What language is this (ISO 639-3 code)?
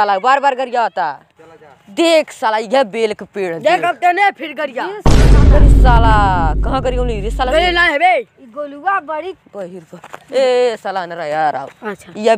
bho